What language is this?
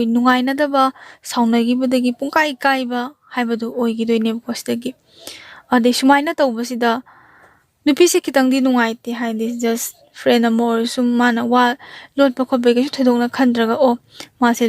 Manipuri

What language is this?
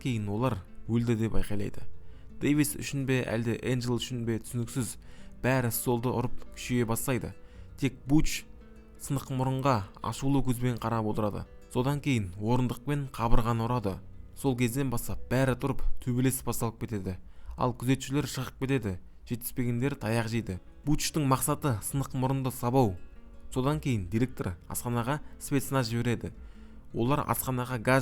Kazakh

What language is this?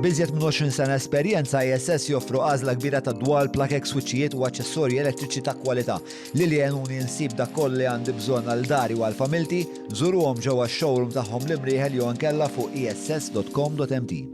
Maltese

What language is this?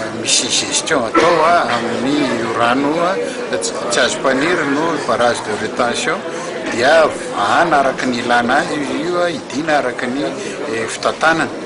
Malagasy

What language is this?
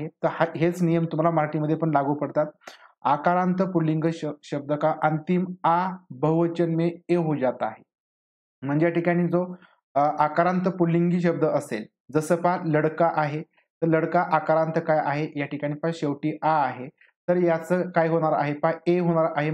Marathi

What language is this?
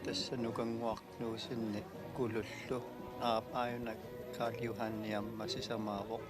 Kalaallisut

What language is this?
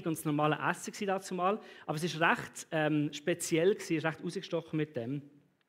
Swiss German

